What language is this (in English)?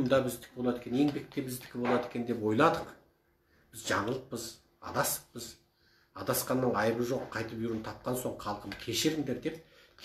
Kazakh